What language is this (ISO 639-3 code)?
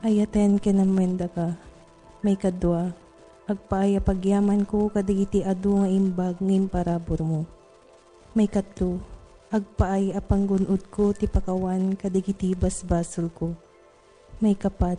ilo